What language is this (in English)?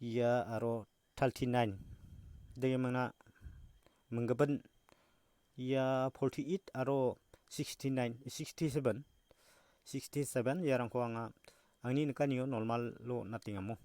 Garo